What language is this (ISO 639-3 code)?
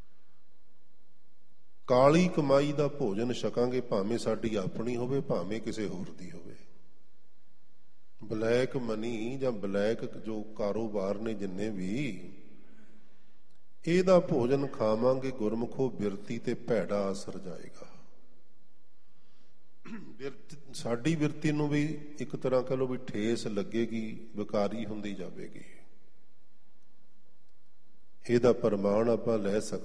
pan